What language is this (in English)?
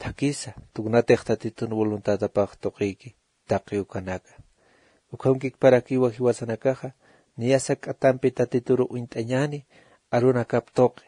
Aymara